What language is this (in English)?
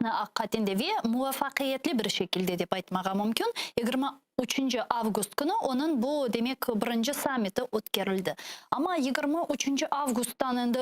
Crimean Tatar